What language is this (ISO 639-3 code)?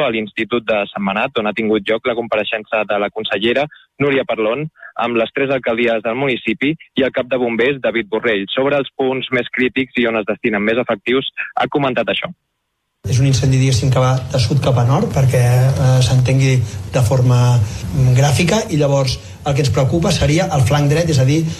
cat